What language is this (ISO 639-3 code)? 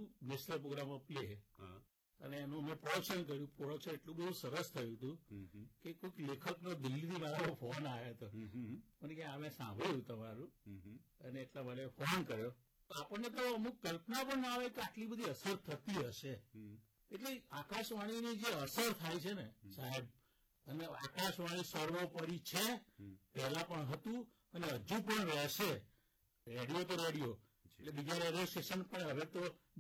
guj